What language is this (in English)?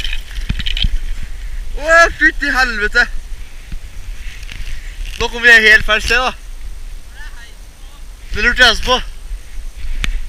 Norwegian